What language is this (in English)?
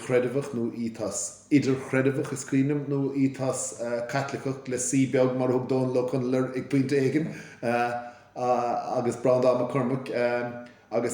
Irish